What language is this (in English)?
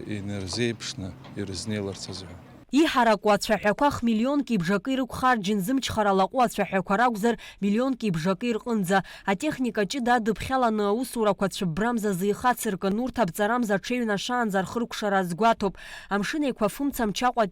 Abkhazian